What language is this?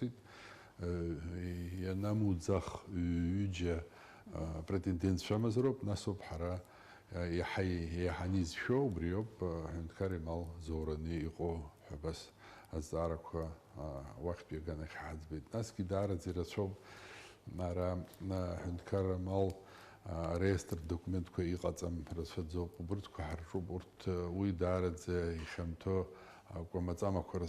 Abkhazian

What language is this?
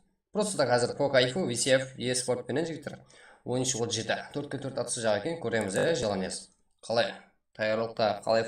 Kara-Kalpak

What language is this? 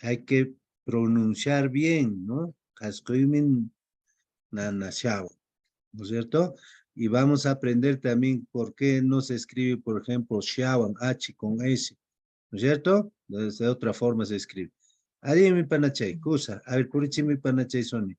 Quechua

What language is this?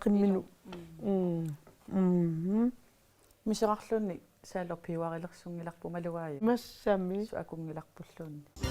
Kalaallisut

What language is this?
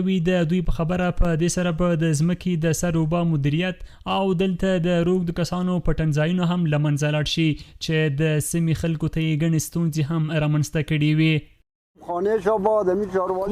Pashto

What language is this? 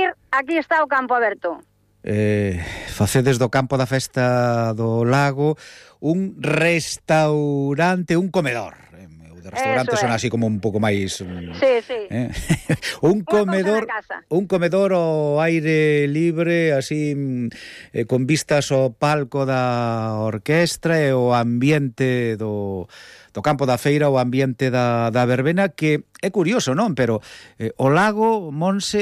Galician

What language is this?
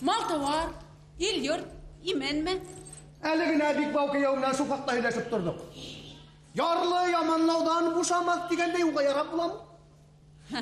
Bashkir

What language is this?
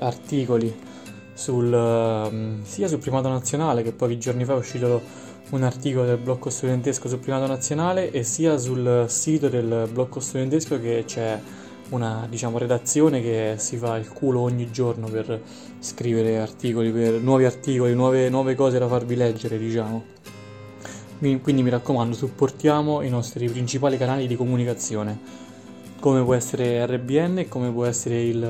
Italian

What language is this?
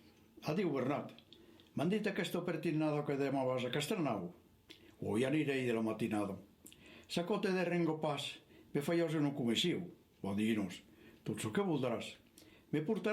Occitan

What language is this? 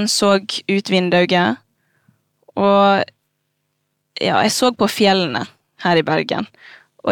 Norwegian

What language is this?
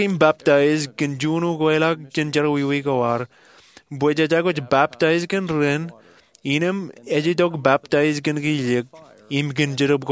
Marshallese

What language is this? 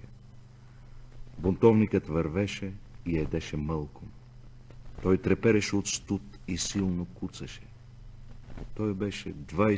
Bulgarian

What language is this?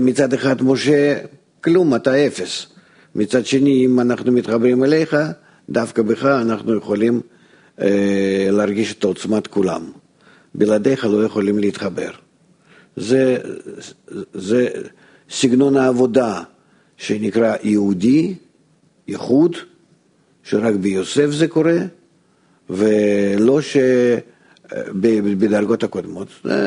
Hebrew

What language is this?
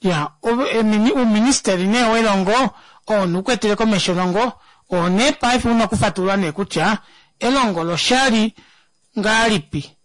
Kuanyama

